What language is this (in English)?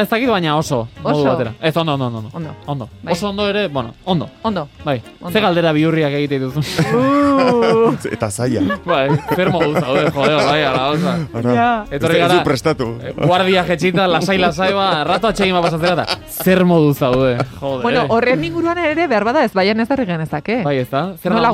Basque